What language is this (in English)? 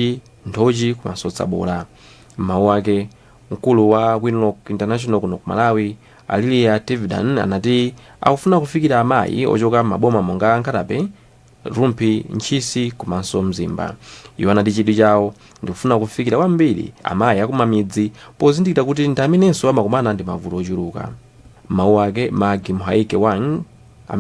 Nyanja